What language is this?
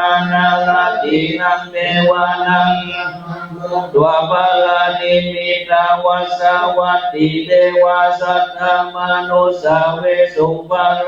Pali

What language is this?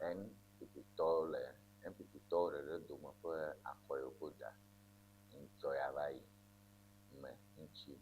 Ewe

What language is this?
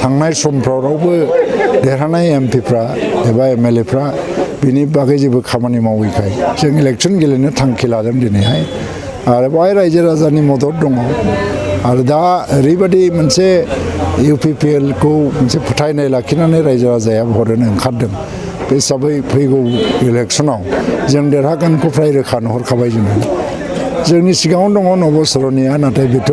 Bodo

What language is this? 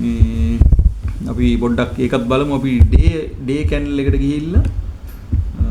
Sinhala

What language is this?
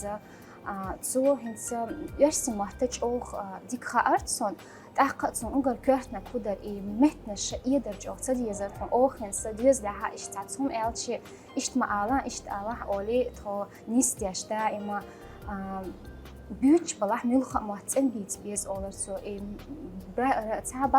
Chechen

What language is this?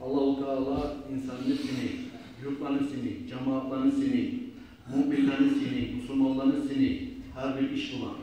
Kumyk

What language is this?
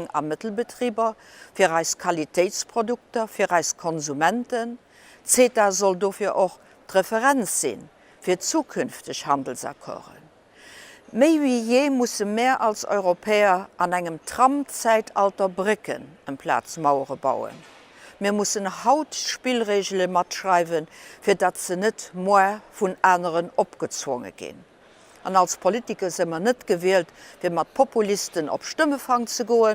Luxembourgish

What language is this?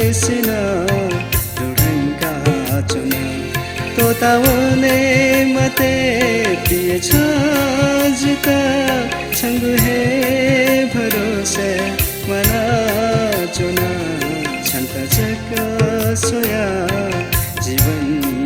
Newari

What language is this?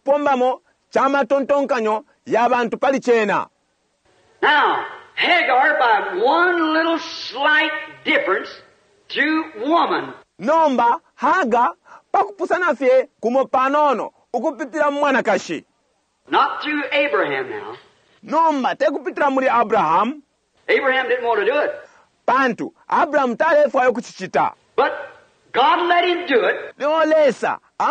Bemba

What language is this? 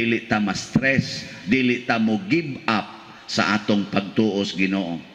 Cebuano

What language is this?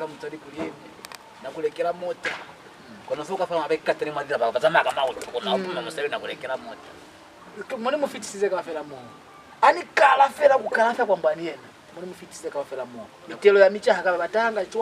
Lozi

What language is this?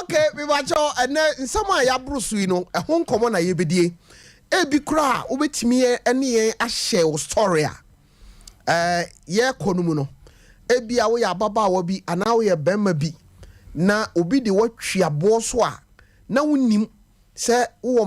Akan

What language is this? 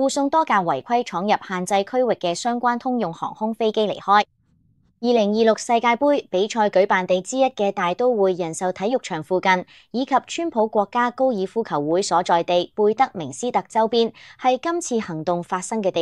Cantonese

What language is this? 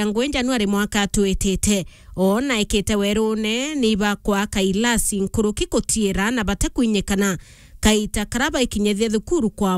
Meru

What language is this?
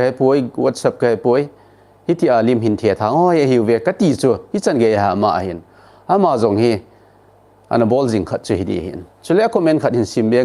Thado Chin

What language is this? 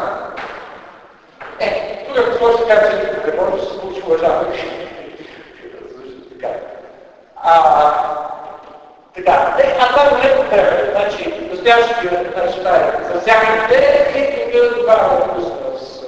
Bulgarian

